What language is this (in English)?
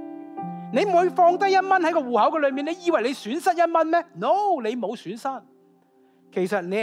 Cantonese